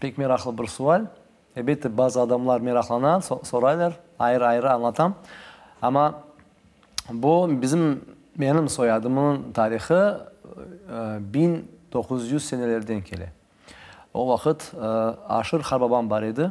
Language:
Crimean Tatar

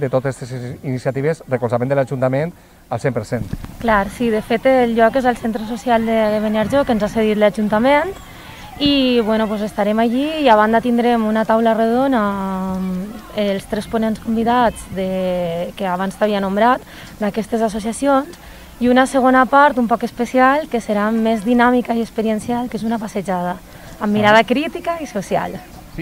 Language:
Catalan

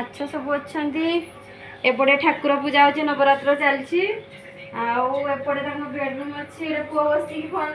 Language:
Odia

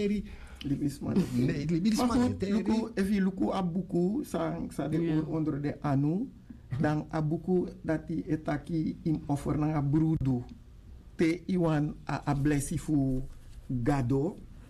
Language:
Sranan Tongo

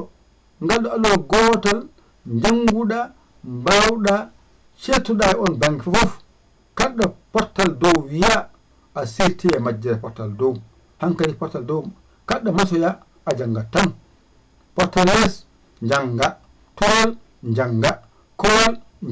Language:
Fula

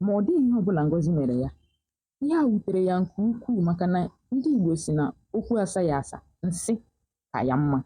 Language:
Igbo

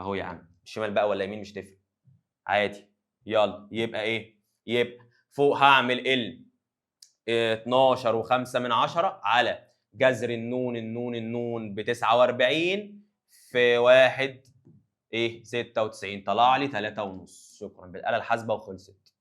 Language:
Egyptian Arabic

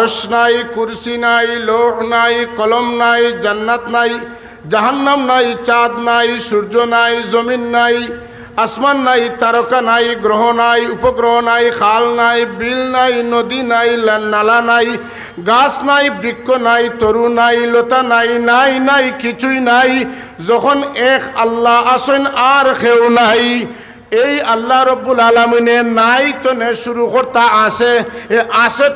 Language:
Sylheti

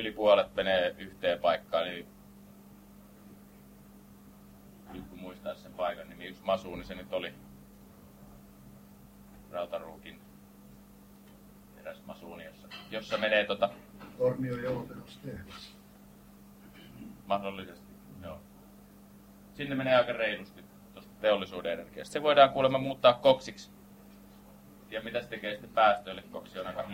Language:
Finnish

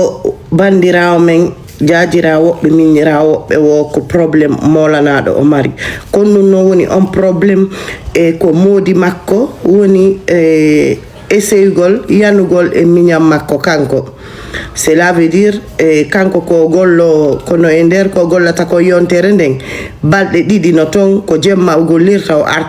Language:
Fula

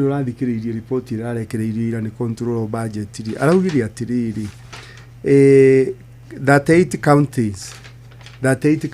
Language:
Kikuyu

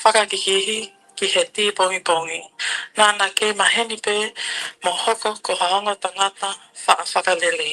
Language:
Tongan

